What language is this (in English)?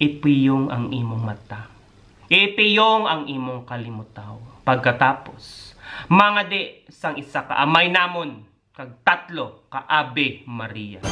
Hiligaynon